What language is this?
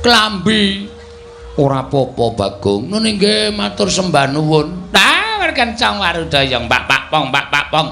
Javanese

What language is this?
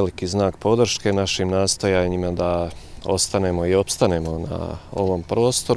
Serbian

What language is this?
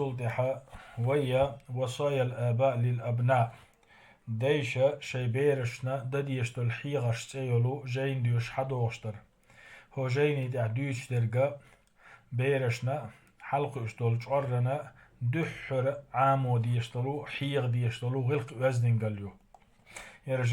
Chechen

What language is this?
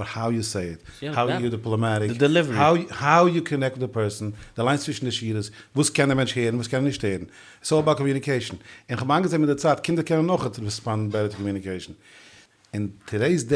Yiddish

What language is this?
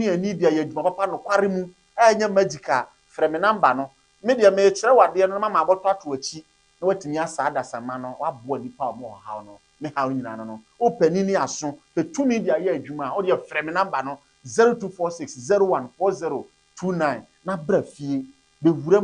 Akan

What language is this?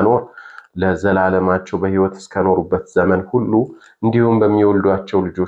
Amharic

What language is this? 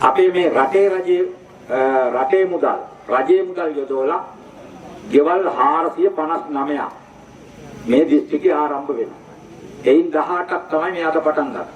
Sinhala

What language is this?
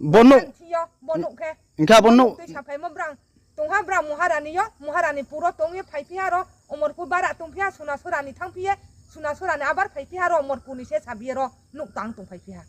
Riang (India)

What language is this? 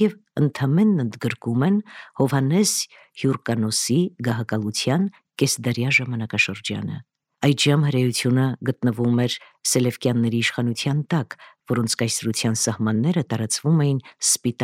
Armenian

